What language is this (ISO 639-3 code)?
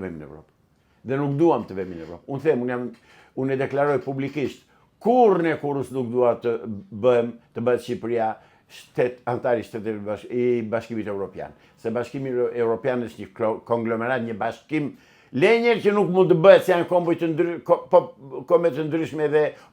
sqi